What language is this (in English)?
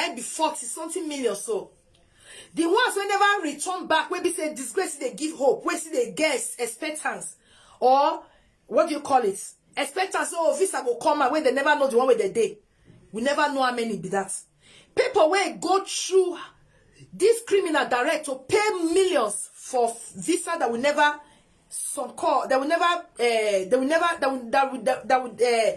Nigerian Pidgin